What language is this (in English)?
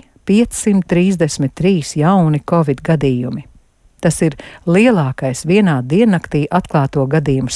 Latvian